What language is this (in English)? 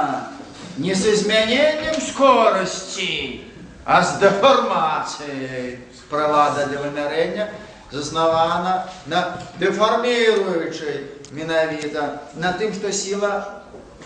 Belarusian